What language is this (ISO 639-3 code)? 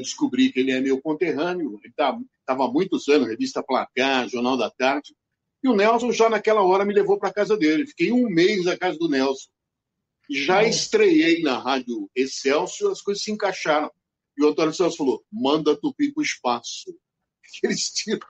por